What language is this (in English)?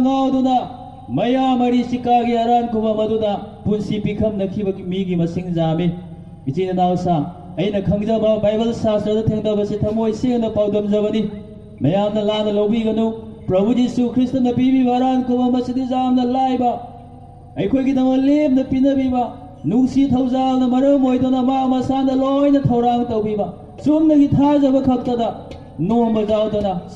Manipuri